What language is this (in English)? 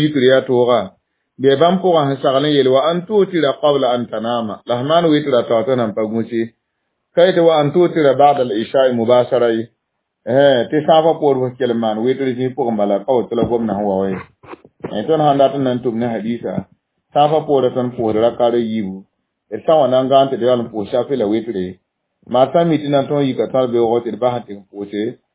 Mossi